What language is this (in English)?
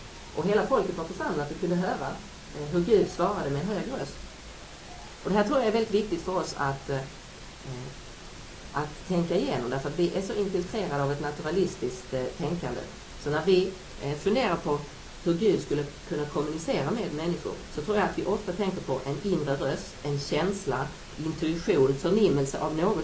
Swedish